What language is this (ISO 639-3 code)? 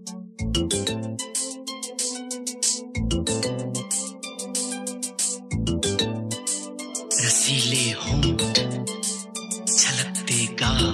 hin